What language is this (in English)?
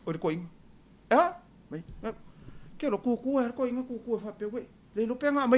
Samoan